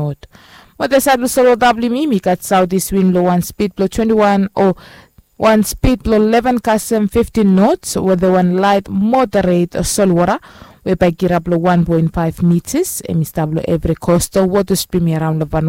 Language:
Bislama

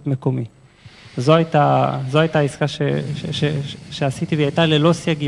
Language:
Hebrew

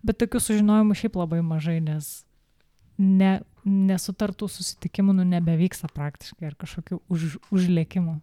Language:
Lithuanian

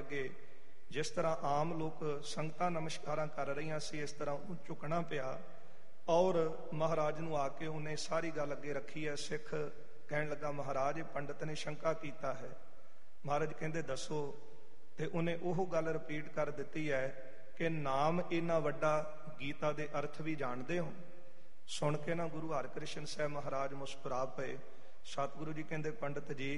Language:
Punjabi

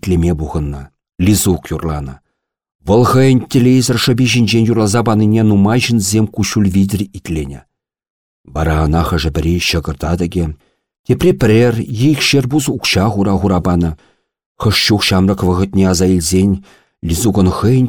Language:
Chuvash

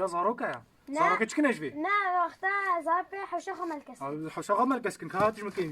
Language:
Kurdish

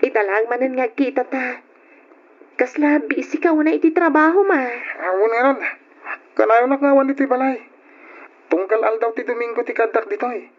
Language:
Iloko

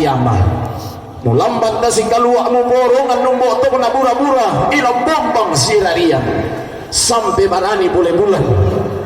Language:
Toraja-Sa'dan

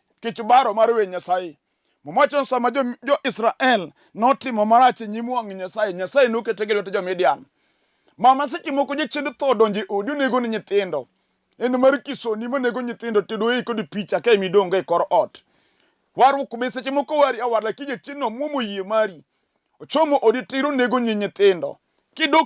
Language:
Luo (Kenya and Tanzania)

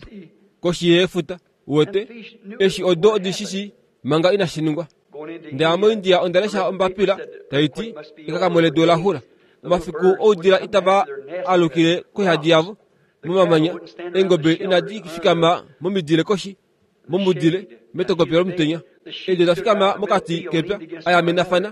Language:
Kuanyama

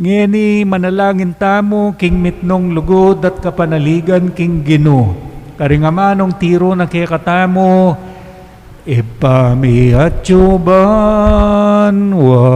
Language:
Pampanga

